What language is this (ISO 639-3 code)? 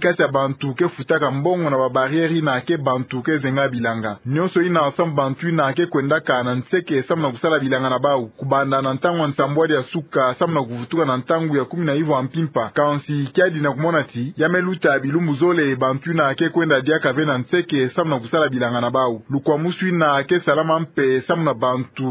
ktu